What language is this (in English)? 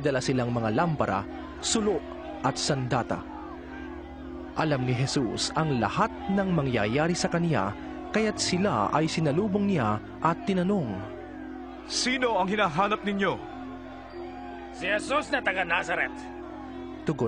Filipino